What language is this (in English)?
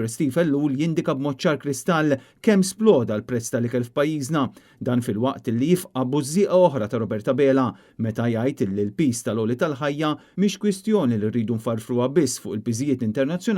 Maltese